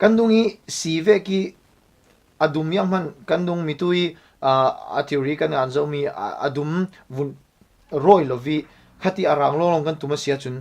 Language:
Falam Chin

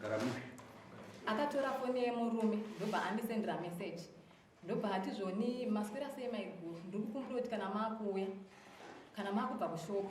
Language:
Shona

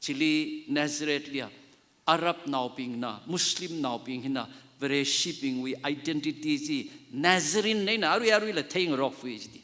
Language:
Tangkhul Naga (India)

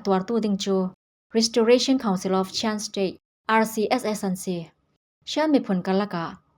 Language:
Falam Chin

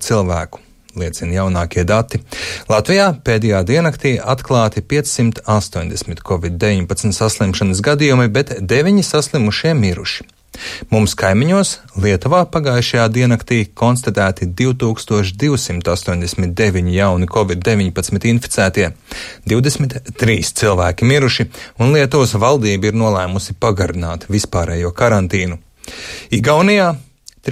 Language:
Latvian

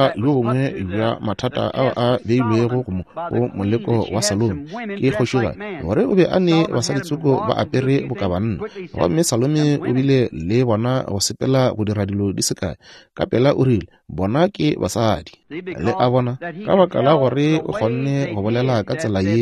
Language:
Northern Sotho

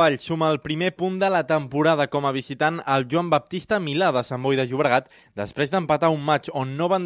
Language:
Catalan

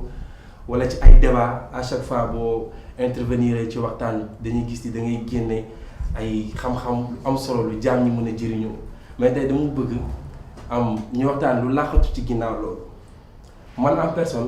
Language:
Wolof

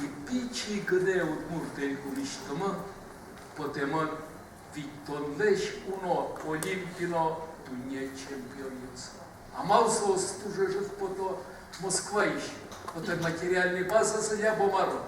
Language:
Udmurt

